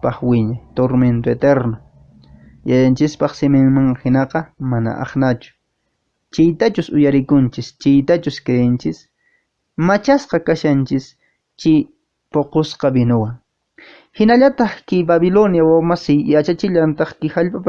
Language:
Quechua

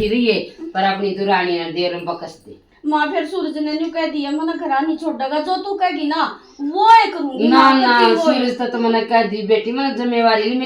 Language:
Haryanvi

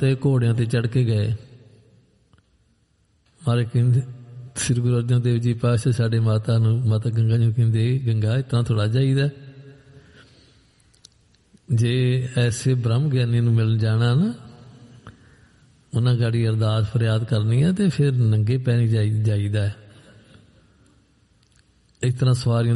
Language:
Punjabi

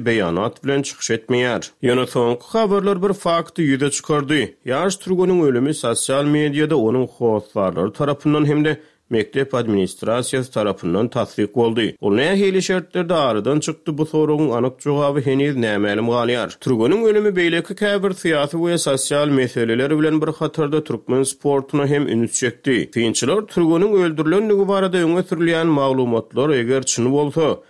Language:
Turkmen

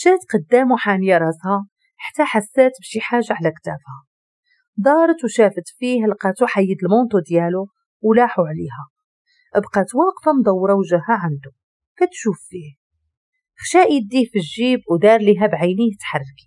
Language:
Moroccan Arabic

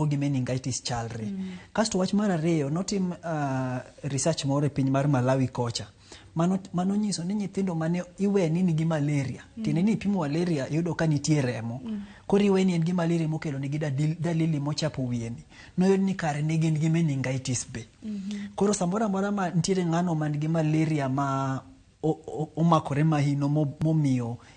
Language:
Luo (Kenya and Tanzania)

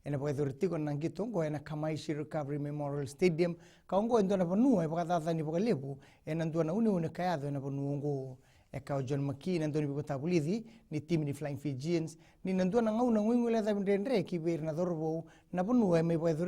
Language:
Fijian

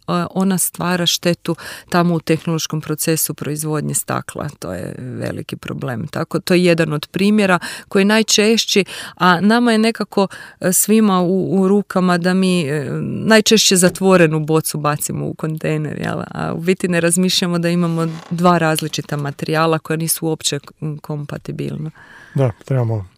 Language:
Croatian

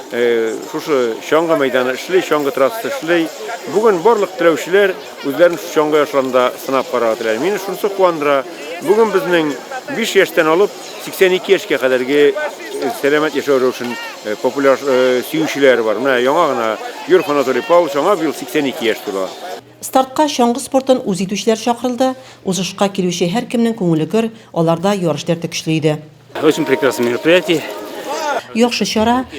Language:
Tatar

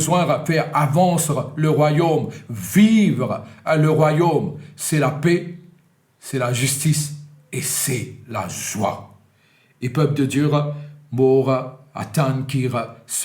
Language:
Morisyen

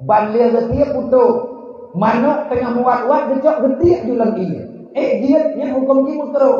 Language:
Achinese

